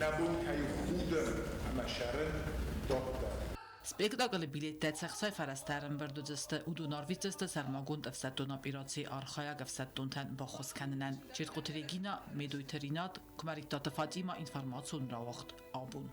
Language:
Ossetic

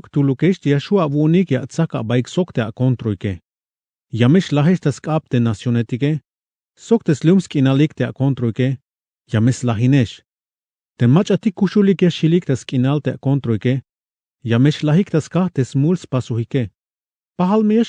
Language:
Tzeltal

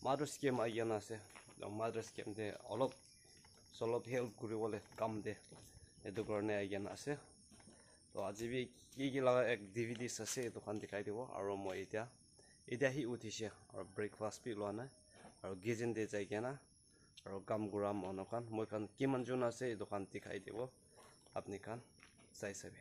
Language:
Naga Pidgin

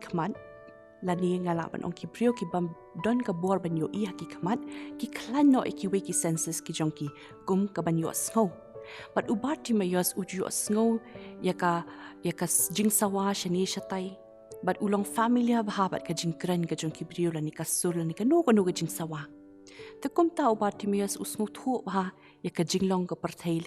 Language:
Khasi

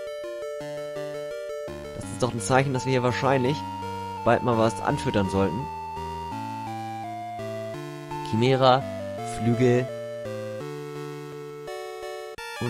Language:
German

